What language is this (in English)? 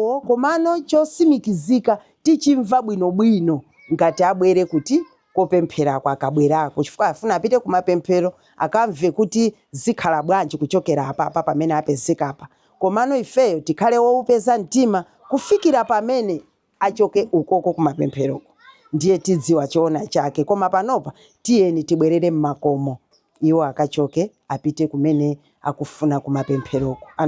Nyanja